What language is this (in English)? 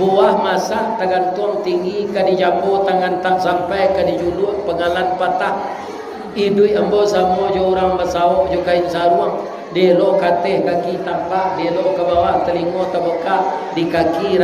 Minangkabau